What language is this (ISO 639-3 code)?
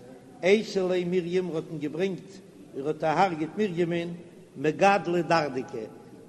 yid